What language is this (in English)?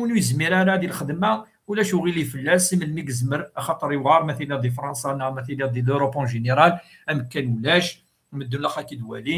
Kabyle